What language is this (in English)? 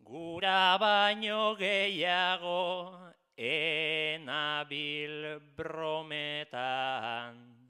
Basque